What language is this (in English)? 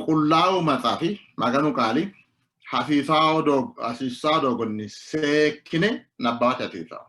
Sidamo